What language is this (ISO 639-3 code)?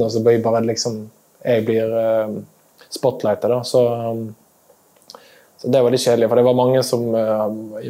nor